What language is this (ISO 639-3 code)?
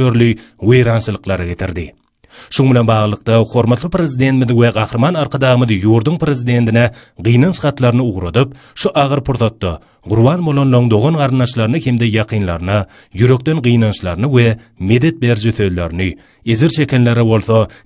tuk